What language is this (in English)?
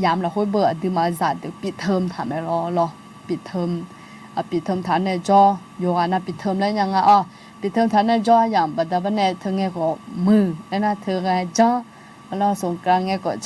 Akha